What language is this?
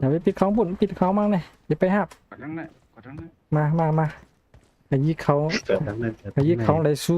Shan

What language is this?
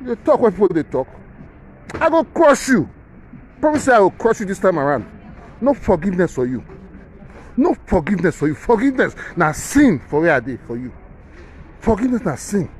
Nigerian Pidgin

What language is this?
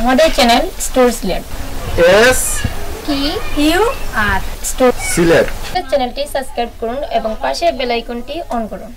Sylheti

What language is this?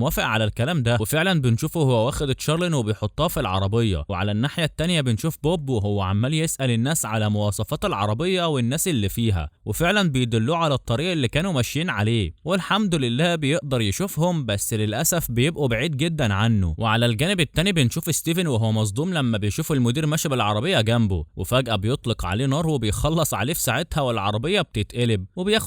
Egyptian Arabic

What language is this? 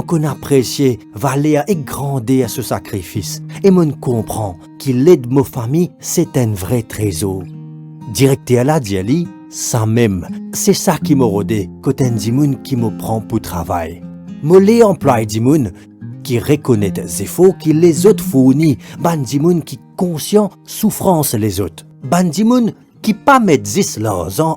Morisyen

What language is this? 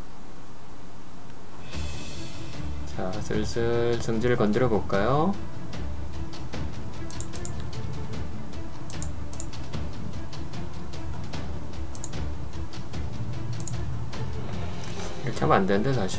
Korean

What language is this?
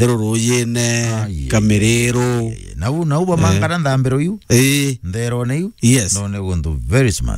Meru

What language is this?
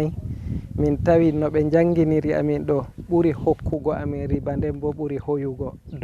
Fula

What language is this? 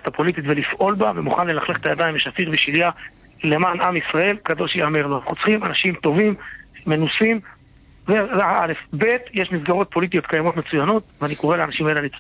Hebrew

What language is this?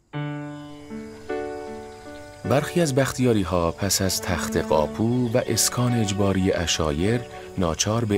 Persian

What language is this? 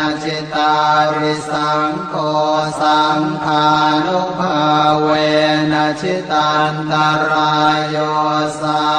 Pali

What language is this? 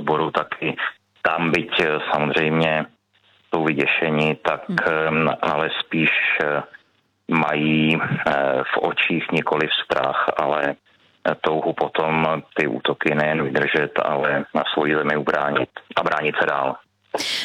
Czech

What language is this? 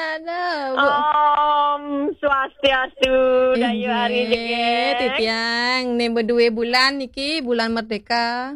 Balinese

